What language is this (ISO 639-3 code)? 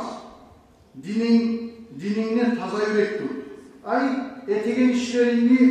kum